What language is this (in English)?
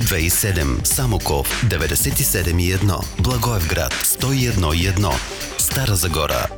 Bulgarian